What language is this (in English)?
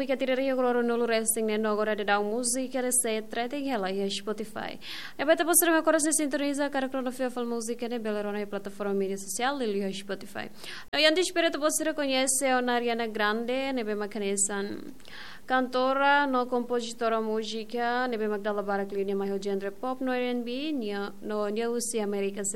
Tetum